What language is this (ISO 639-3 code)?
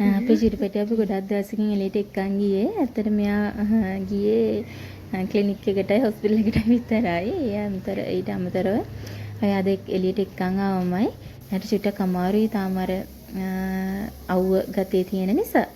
sin